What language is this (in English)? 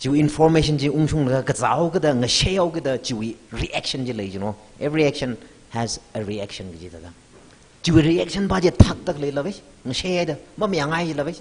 Tangkhul Naga (India)